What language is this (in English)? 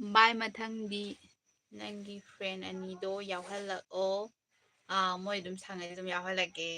Manipuri